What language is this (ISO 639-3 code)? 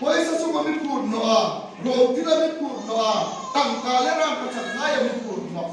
hmr